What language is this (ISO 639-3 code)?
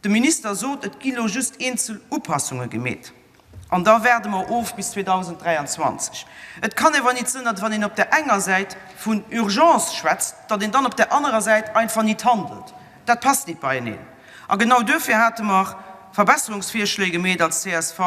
ltz